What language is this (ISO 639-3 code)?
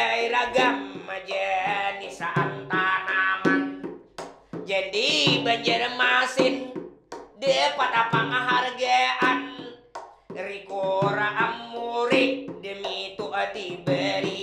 bjn